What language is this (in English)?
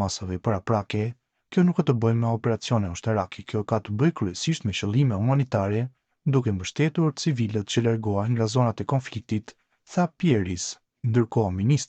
Albanian